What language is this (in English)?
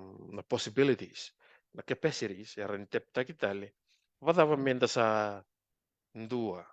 Fijian